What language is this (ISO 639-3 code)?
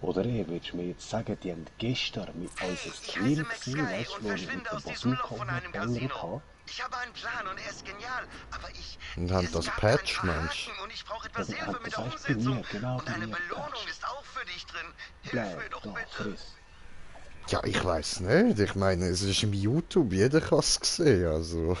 gsw